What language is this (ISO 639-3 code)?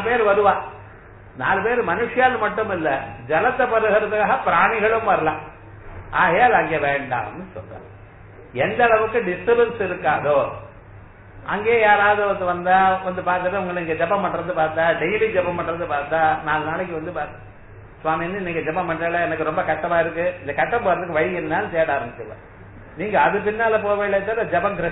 tam